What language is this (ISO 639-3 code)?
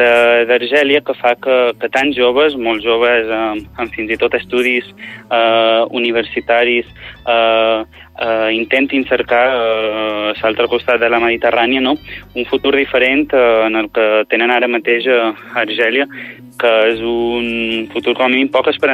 cat